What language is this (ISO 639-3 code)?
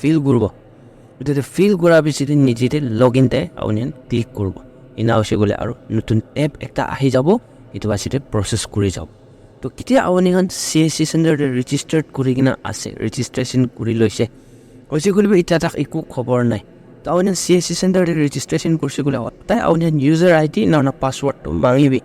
nag